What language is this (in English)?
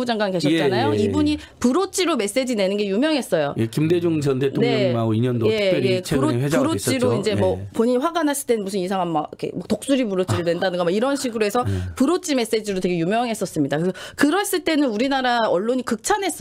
Korean